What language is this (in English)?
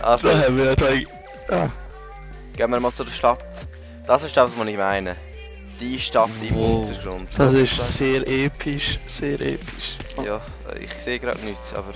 Swiss German